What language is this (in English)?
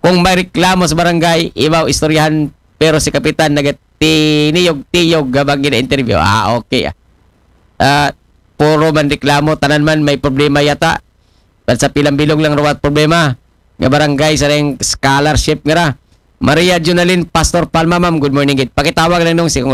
Aklanon